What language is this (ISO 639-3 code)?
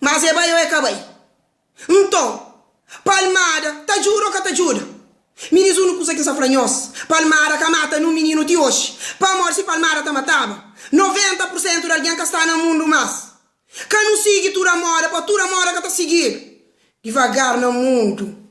kea